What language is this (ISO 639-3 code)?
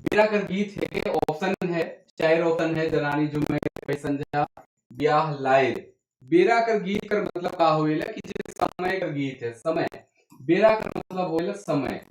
sck